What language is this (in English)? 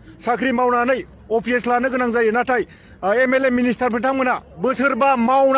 Bodo